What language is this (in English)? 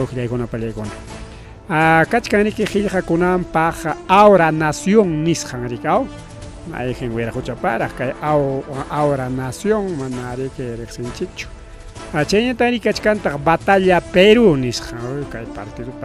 Ayacucho Quechua